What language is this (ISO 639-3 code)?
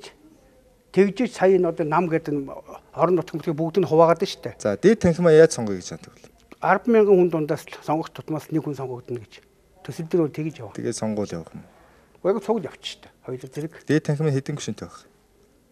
mon